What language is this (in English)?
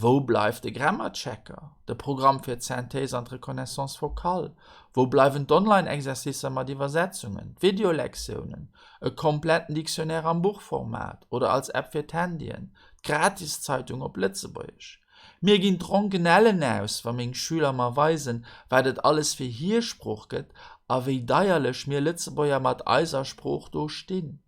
Luxembourgish